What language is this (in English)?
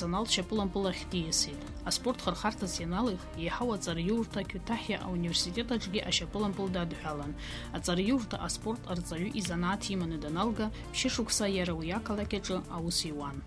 Abkhazian